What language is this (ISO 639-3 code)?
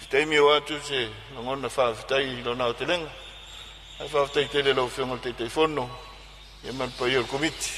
smo